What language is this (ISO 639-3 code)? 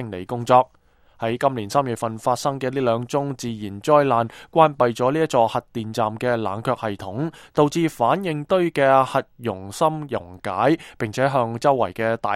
yue